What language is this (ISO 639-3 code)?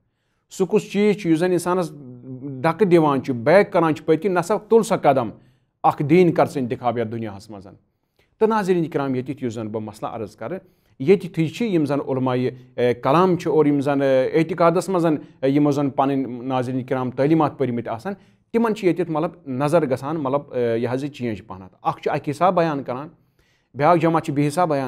kas